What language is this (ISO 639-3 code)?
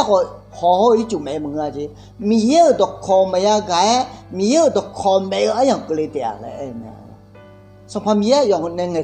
ahk